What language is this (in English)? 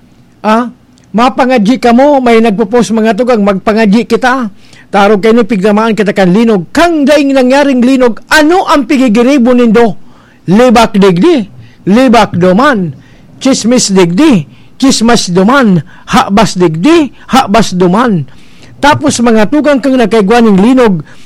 Bikol